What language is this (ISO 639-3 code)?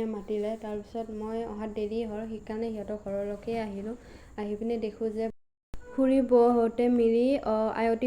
asm